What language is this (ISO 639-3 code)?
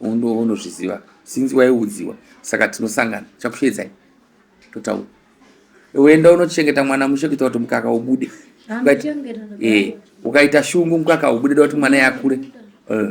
sna